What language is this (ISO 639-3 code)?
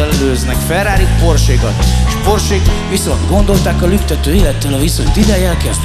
hun